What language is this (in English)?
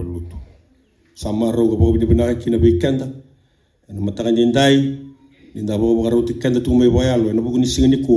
Fijian